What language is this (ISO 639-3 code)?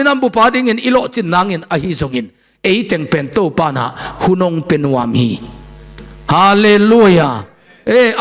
ctd